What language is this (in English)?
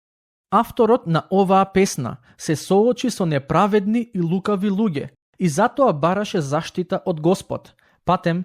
Macedonian